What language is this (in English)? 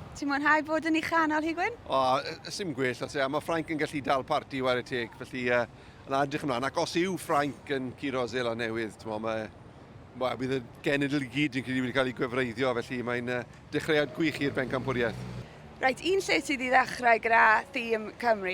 Welsh